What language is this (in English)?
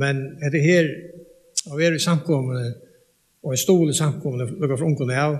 Faroese